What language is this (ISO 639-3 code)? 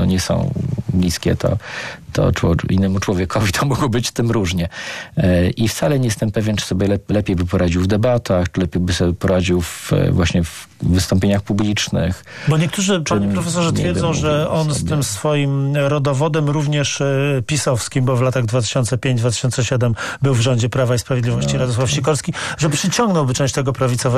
pol